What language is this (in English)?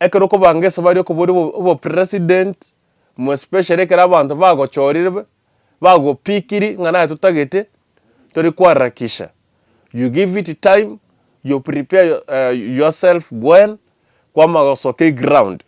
Gusii